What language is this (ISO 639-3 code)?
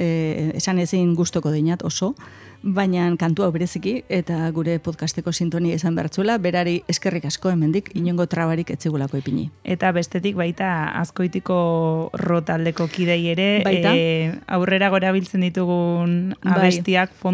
eus